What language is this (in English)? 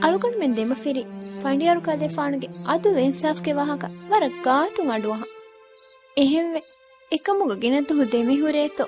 Divehi